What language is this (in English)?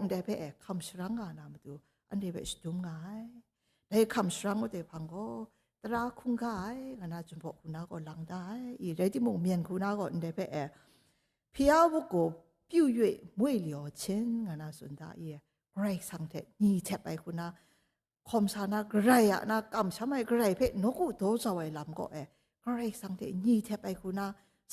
Kachin